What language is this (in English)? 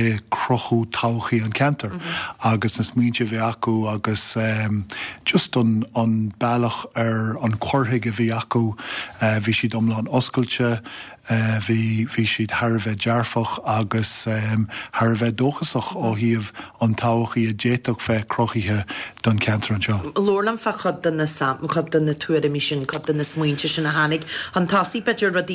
Irish